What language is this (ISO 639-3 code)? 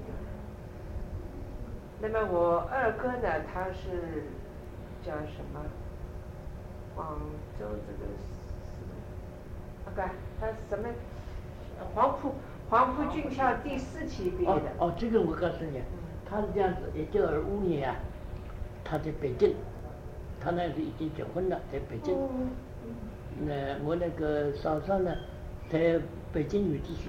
zho